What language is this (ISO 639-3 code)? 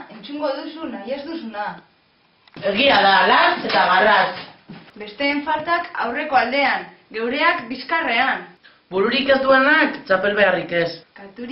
eus